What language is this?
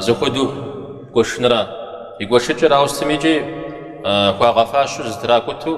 Kabardian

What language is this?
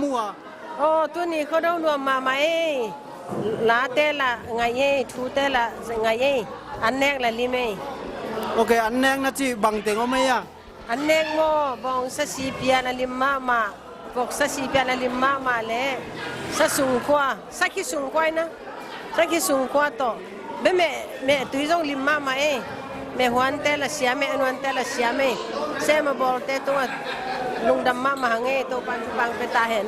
Tedim Chin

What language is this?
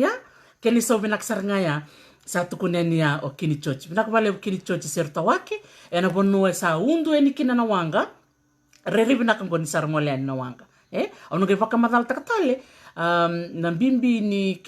Fijian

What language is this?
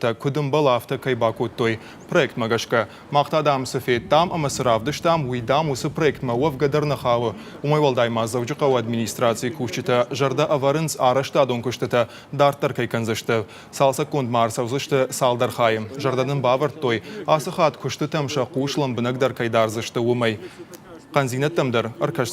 Ossetic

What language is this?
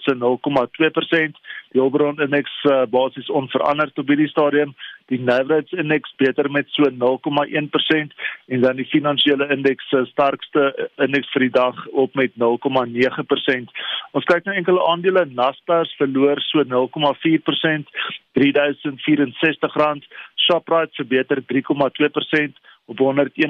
Afrikaans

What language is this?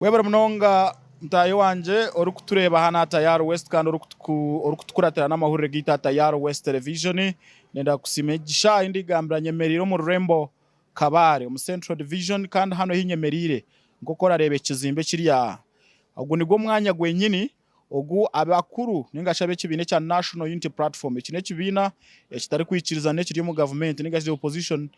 Nyankole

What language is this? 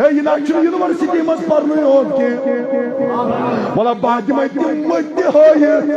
Kashmiri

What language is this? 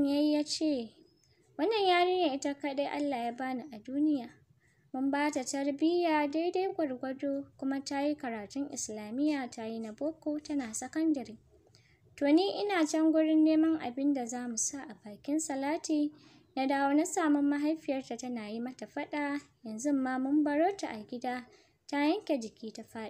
Hausa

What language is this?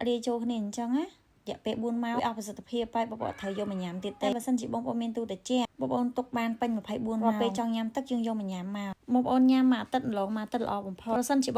Khmer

